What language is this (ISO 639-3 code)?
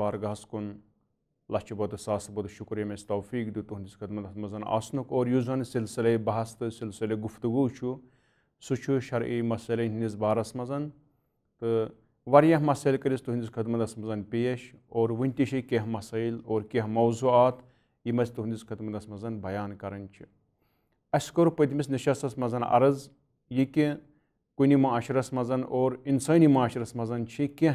kas